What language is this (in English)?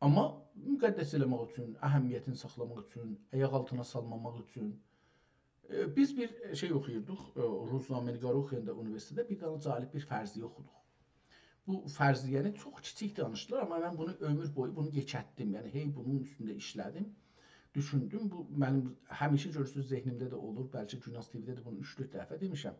South Azerbaijani